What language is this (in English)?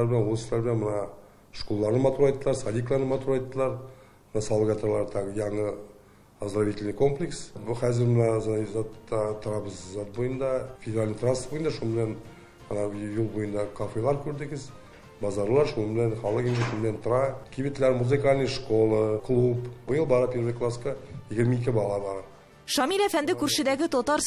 Tatar